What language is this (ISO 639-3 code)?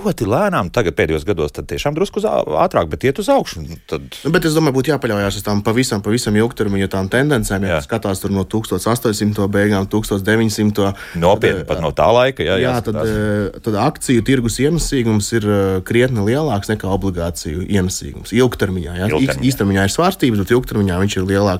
lav